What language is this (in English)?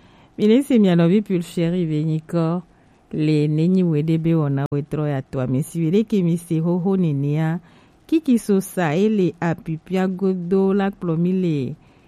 Gen